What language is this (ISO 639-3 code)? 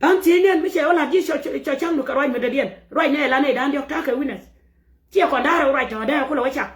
nus